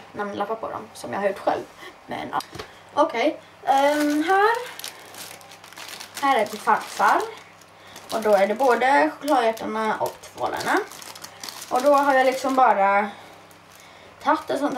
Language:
Swedish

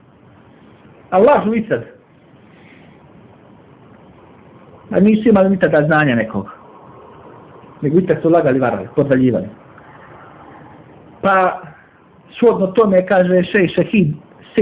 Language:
Bosnian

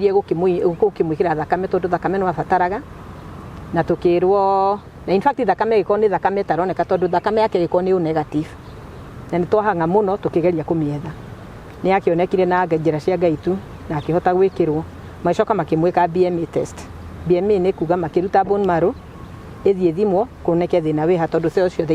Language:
Kikuyu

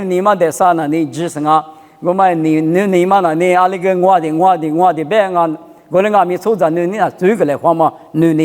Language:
Lisu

